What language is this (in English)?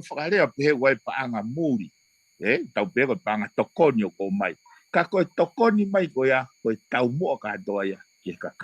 Tongan